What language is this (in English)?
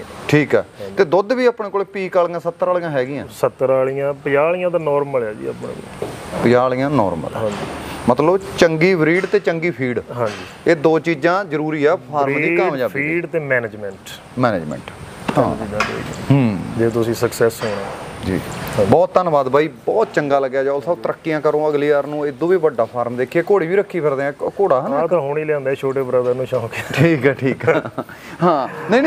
Punjabi